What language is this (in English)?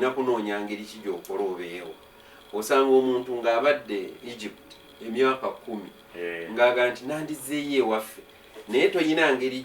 Ganda